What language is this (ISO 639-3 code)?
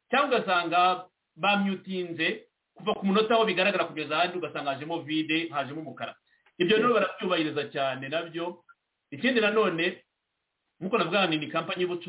kin